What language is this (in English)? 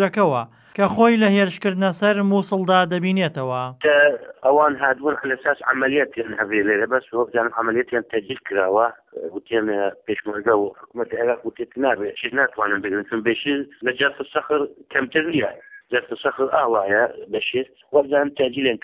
Central Kurdish